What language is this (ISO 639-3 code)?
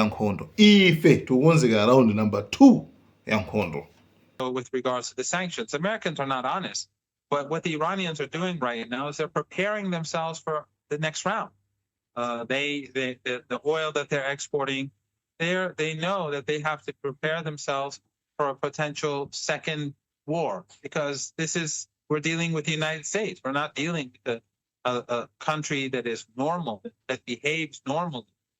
nya